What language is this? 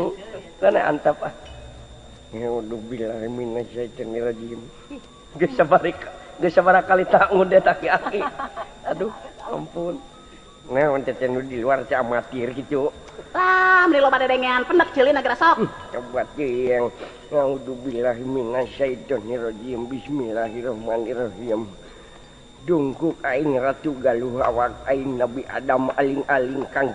Sundanese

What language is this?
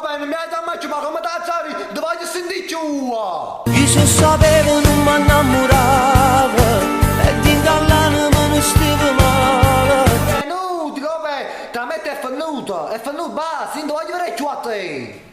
Neapolitan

